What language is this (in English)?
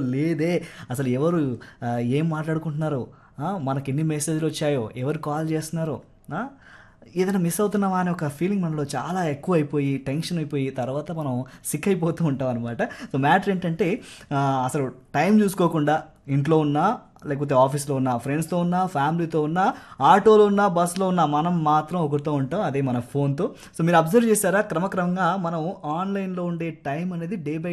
Telugu